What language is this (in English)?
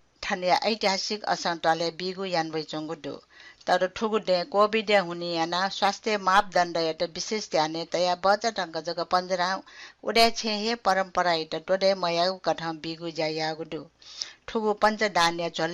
Newari